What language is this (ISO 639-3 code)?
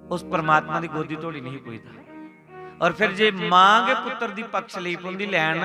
doi